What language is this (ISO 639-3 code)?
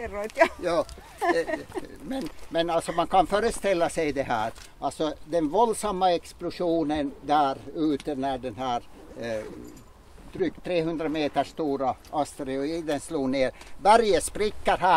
swe